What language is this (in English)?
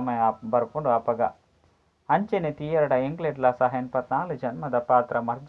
Tulu